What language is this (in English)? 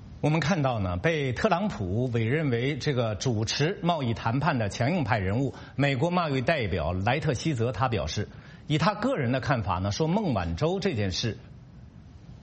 Chinese